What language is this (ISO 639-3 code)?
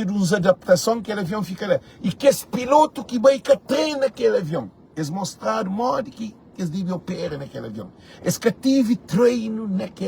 kea